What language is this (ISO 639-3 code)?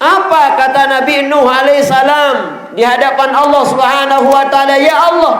sas